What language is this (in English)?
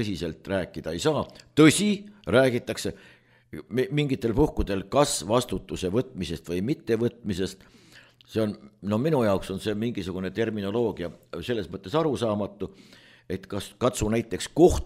Estonian